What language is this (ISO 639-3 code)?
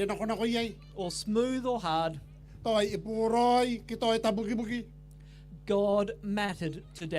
gil